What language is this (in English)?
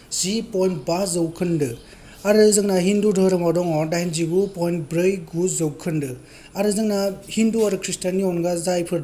Bodo